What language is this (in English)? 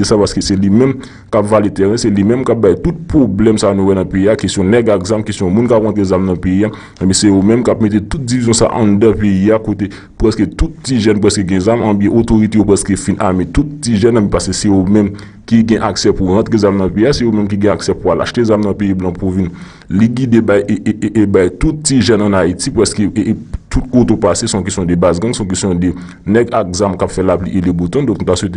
Haitian Creole